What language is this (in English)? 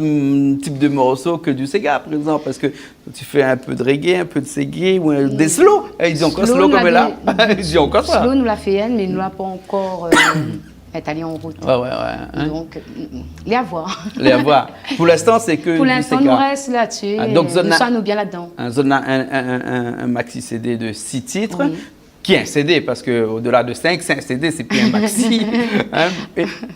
Réunion Creole French